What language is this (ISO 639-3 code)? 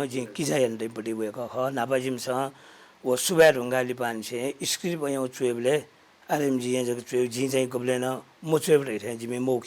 new